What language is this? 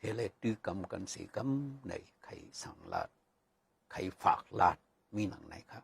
Shan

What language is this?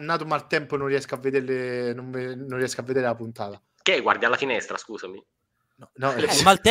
Italian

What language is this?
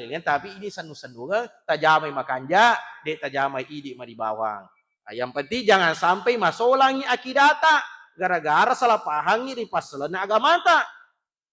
Buginese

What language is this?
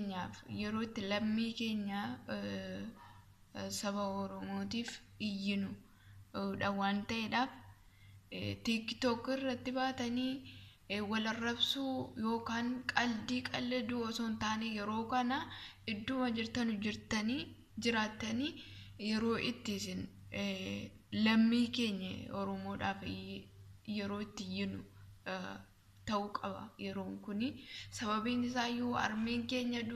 Oromo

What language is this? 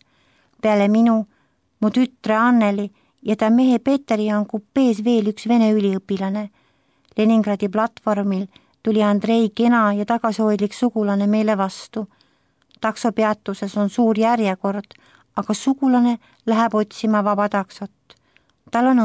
Estonian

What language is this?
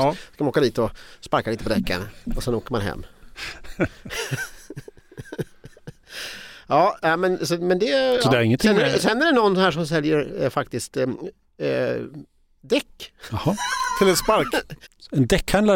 Swedish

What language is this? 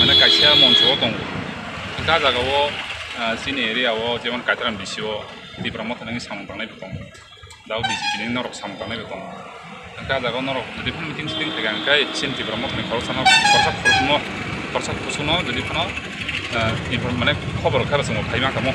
Riang (India)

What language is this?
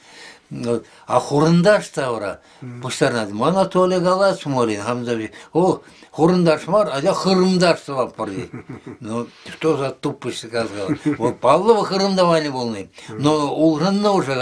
Chuvash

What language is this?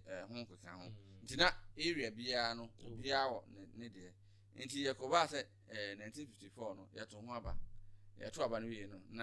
Akan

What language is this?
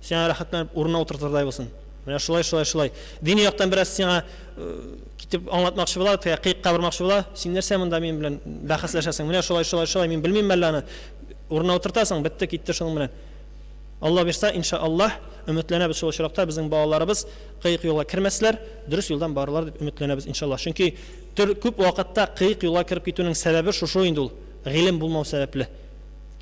Tatar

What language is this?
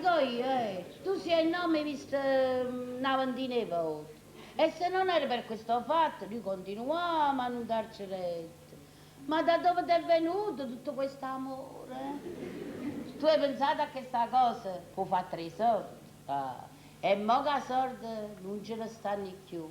Neapolitan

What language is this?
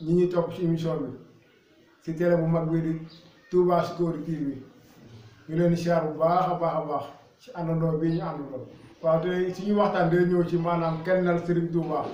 Wolof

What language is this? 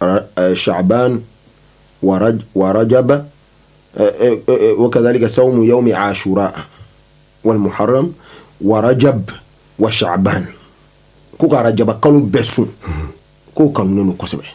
Bambara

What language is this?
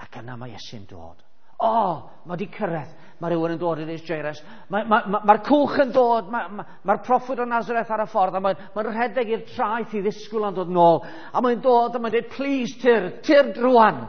Welsh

